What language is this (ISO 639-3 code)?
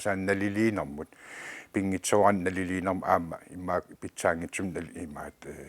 kal